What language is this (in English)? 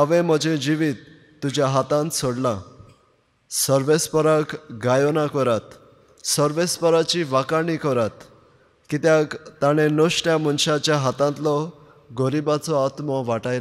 Konkani